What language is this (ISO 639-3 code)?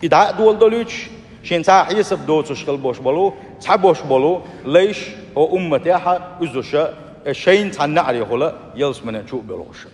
che